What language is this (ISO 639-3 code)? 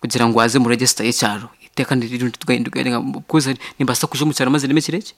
nyn